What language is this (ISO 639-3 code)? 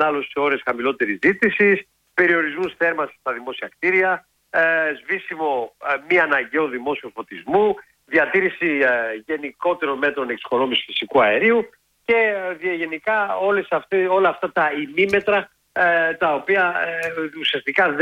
ell